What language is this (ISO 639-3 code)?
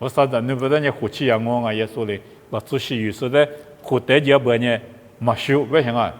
lis